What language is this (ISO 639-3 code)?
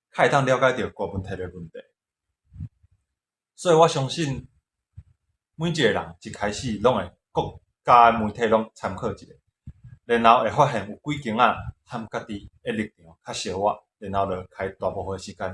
nan